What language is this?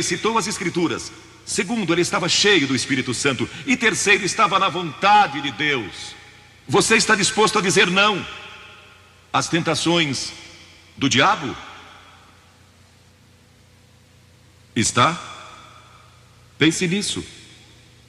Portuguese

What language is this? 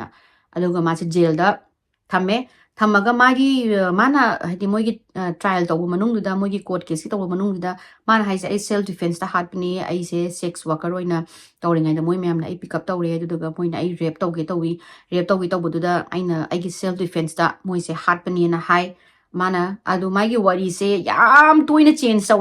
Manipuri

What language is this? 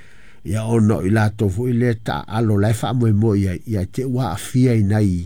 Samoan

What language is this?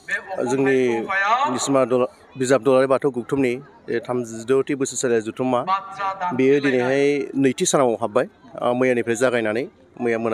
Bodo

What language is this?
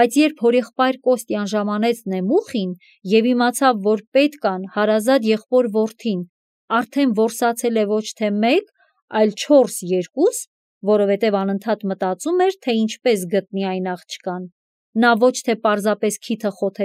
Armenian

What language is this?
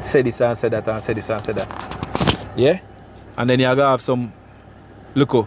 Jamaican Creole English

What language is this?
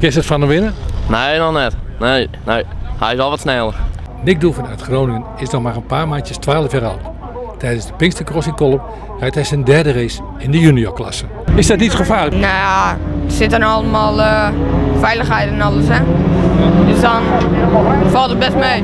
Western Frisian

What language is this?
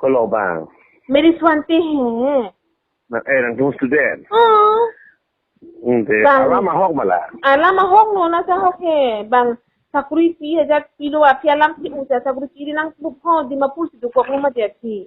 Karbi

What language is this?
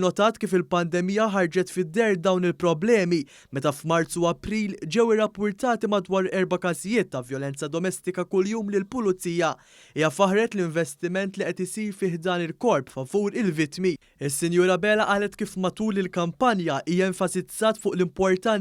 Maltese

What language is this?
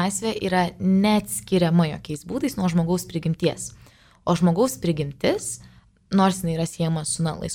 Lithuanian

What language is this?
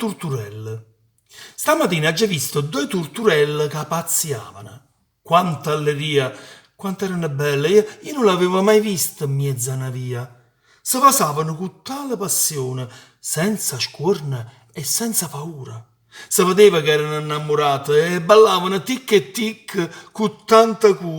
Neapolitan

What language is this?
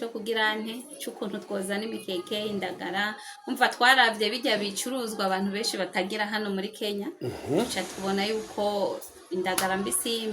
Rundi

